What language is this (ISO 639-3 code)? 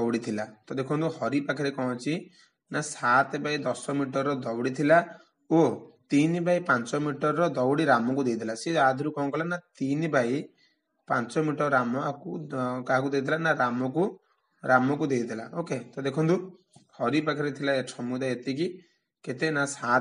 ori